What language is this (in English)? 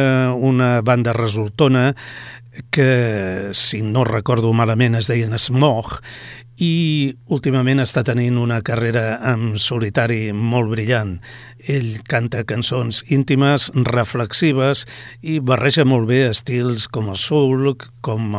Catalan